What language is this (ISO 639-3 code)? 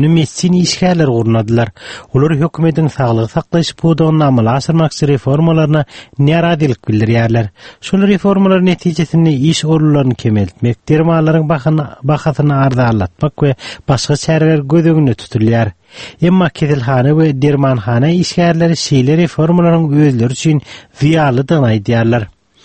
tuk